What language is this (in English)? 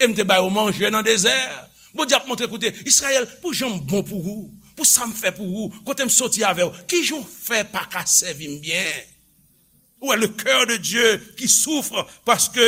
Haitian Creole